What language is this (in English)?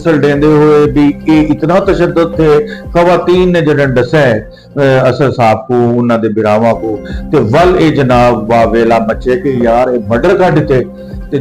Saraiki